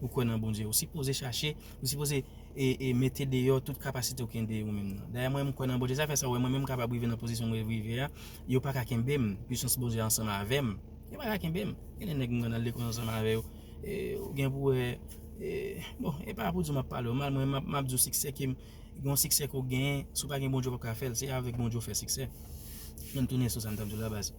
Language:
Haitian Creole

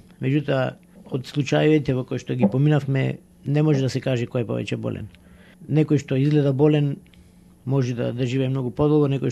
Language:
Macedonian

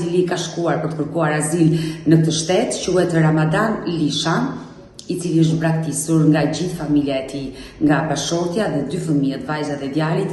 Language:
Albanian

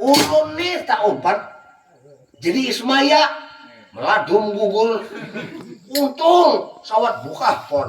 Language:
Banjar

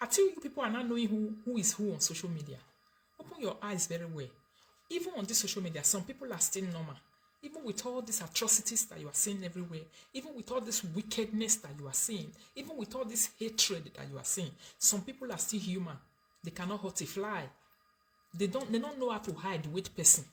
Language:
Nigerian Pidgin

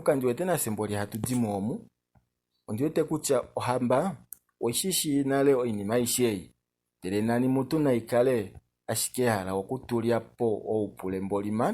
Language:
Kuanyama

